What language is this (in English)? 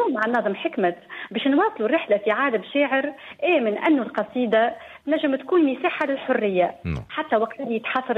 Tunisian Arabic